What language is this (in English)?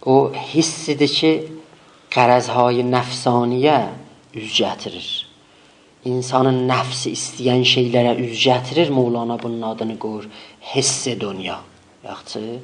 South Azerbaijani